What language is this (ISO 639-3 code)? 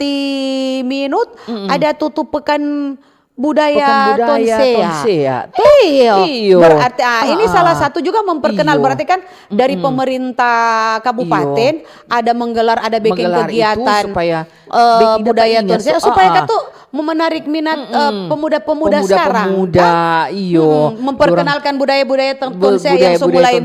xmm